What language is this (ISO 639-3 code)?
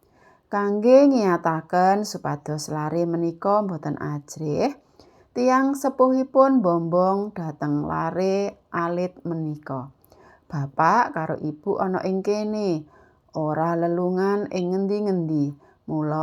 jav